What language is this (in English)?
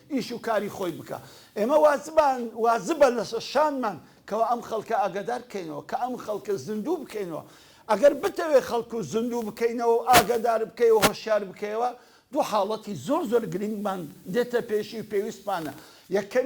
Central Kurdish